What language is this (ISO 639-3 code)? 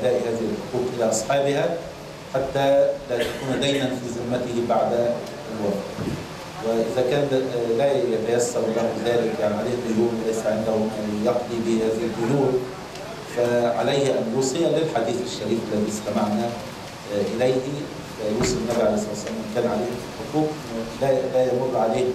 ara